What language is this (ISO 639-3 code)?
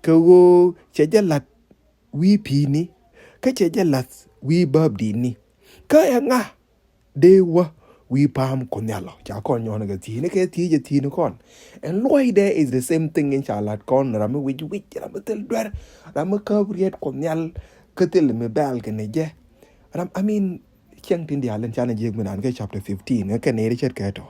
nus